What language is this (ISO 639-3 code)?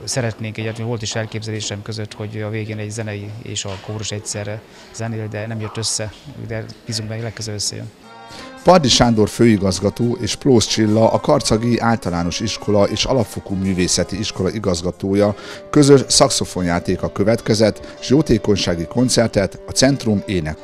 hun